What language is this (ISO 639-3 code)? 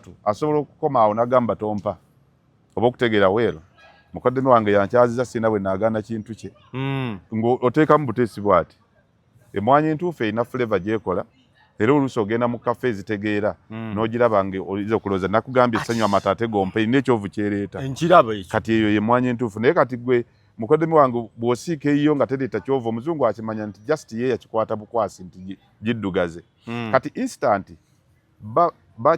lug